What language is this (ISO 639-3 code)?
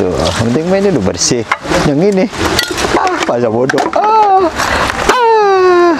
bew